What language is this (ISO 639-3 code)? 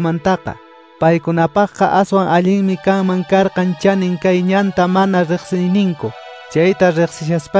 que